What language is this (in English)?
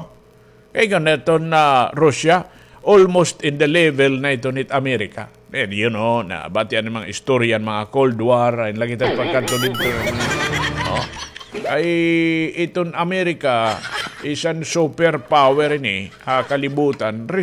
Waray